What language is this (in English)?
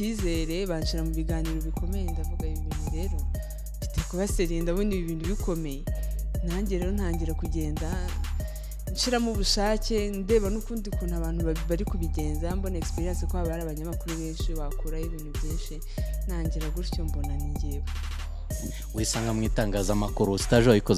Kinyarwanda